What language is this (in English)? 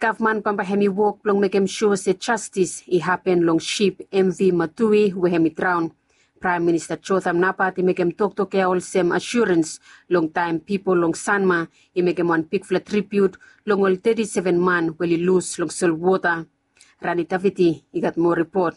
Bislama